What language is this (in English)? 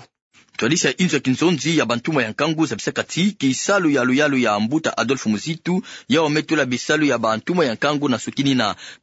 Kituba (Democratic Republic of Congo)